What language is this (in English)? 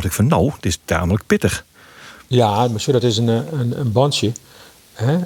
Western Frisian